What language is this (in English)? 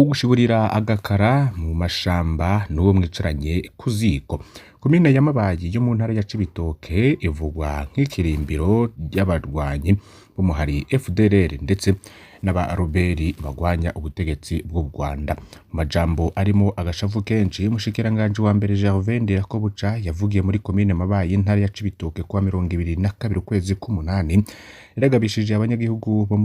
Rundi